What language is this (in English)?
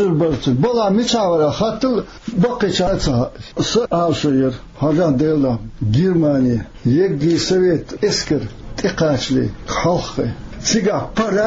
Chechen